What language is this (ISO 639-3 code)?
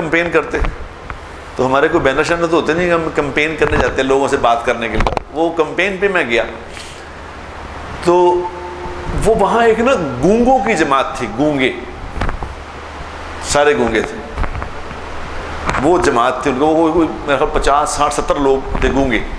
urd